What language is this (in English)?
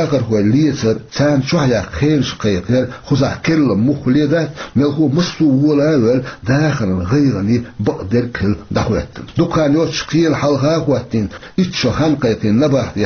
Chechen